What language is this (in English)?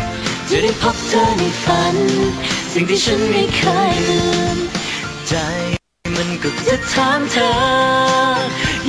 Thai